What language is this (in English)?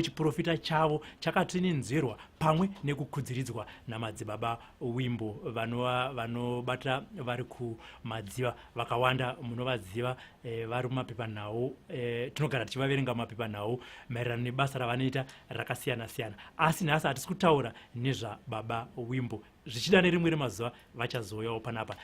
Shona